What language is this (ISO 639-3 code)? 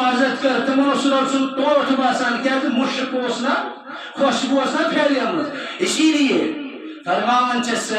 kas